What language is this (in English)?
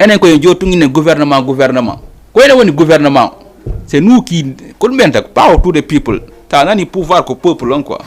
Fula